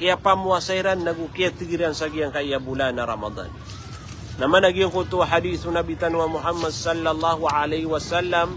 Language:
Maranao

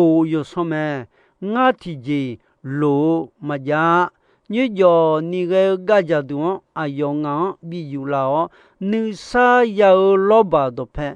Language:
Akha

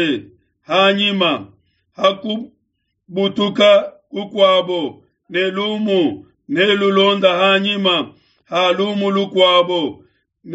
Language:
Luba-Lulua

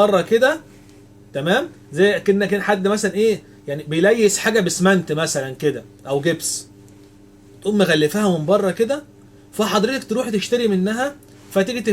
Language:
Egyptian Arabic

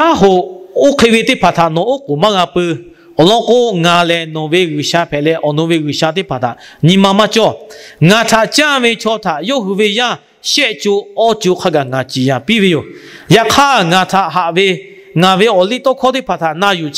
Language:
Lahu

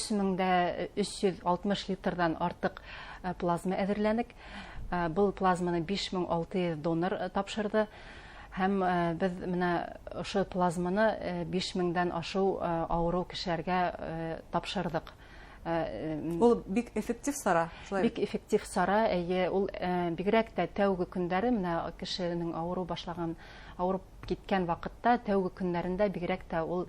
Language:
Bashkir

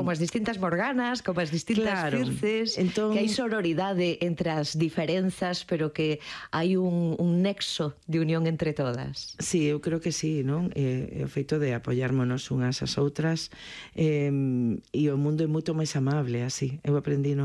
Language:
Galician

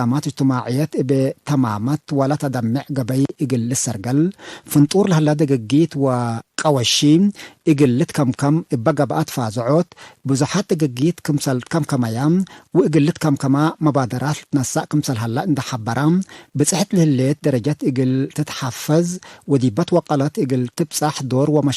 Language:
Tigre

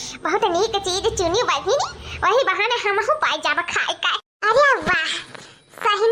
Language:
Awadhi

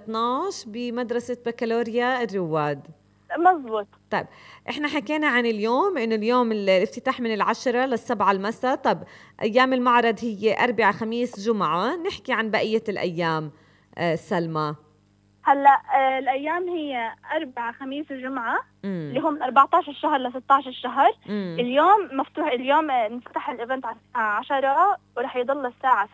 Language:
North Levantine Arabic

